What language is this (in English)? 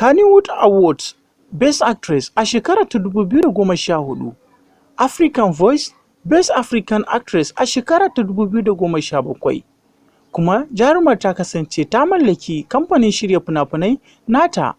Hausa